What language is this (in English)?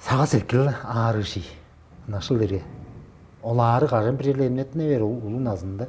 Tuvinian